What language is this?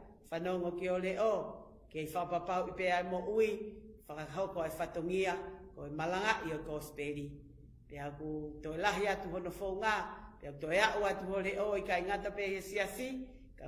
Tongan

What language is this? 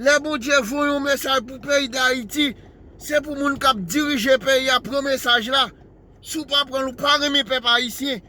Haitian Creole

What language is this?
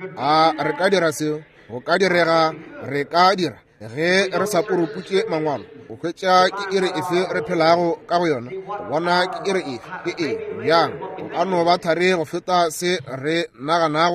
Northern Sotho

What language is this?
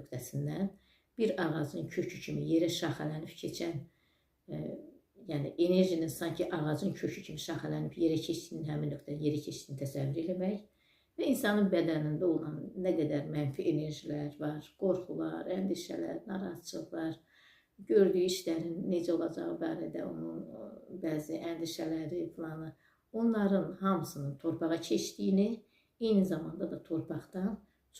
Azerbaijani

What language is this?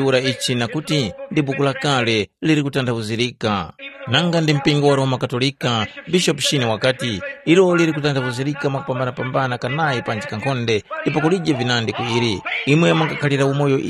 Tumbuka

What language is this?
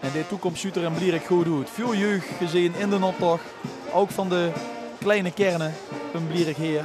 Limburgish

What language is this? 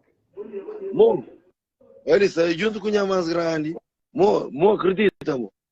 Kabuverdianu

